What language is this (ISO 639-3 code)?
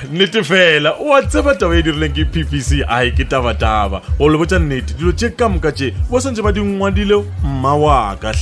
nso